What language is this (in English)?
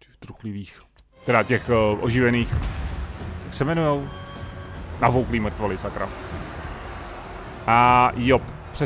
Czech